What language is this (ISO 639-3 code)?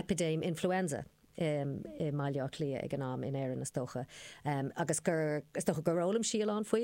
gle